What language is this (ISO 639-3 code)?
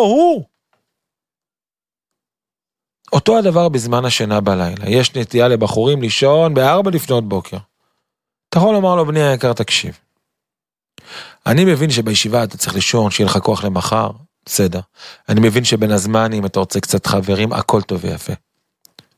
heb